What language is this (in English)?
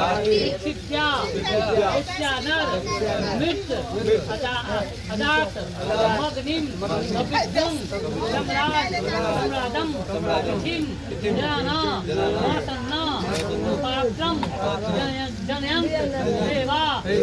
Maithili